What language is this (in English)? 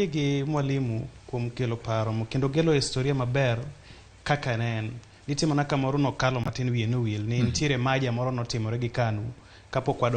Luo (Kenya and Tanzania)